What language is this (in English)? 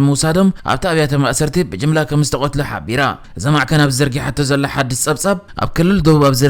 Tigrinya